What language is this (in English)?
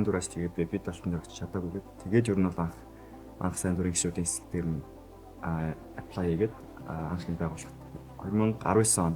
Mongolian